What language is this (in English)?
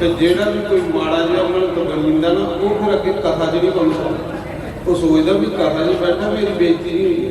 Dogri